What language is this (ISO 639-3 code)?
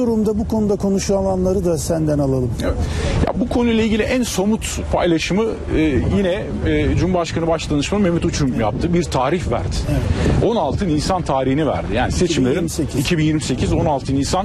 tur